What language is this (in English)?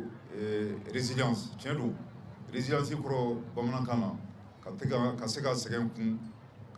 Bambara